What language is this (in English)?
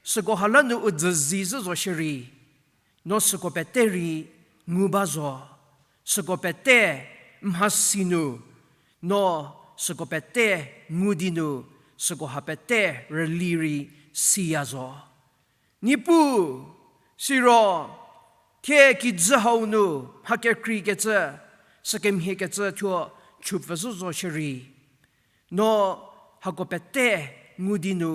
Angami Naga